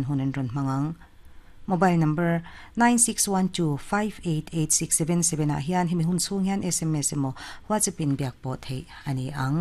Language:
Mizo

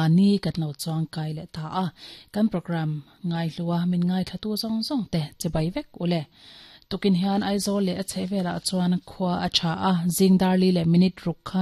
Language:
Mizo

